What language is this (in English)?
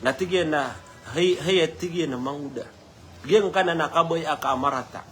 Maranao